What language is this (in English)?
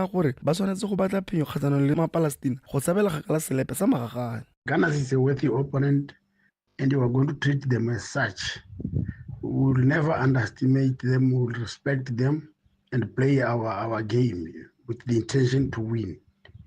Tswana